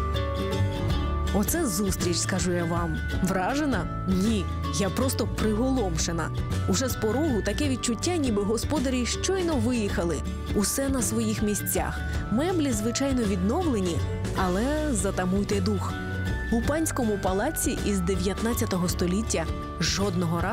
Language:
Ukrainian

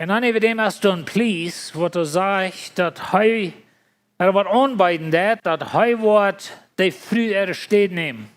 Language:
Plautdietsch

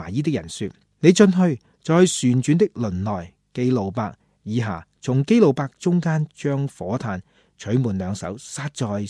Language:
Cantonese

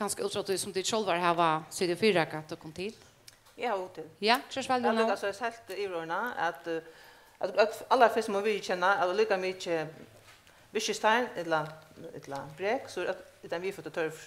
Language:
Faroese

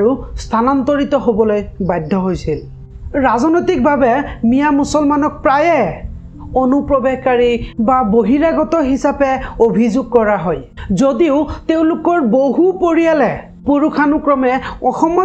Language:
Assamese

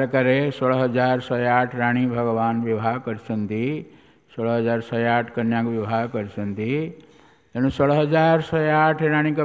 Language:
Odia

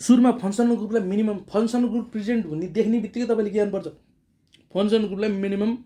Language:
Nepali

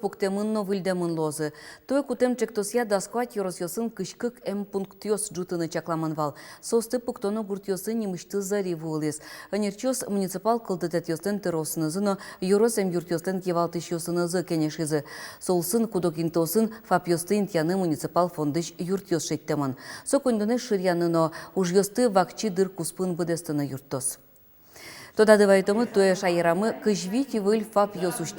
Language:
Udmurt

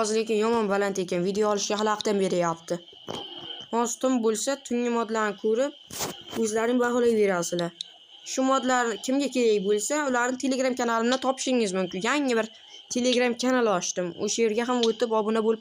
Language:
Uzbek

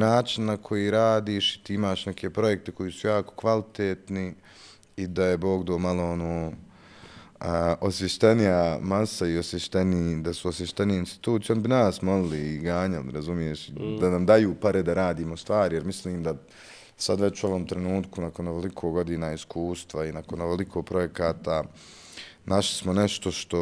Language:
Bosnian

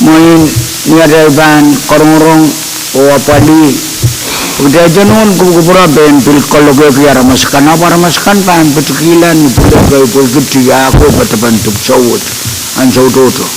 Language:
Pohnpeian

